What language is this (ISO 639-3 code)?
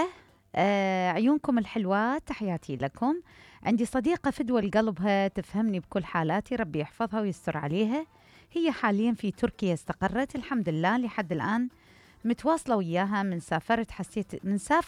acm